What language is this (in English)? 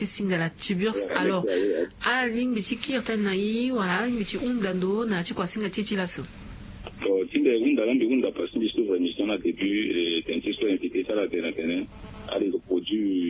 Sango